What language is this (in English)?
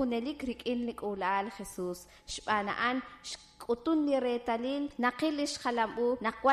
Kekchí